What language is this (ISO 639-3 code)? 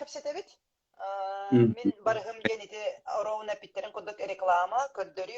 sah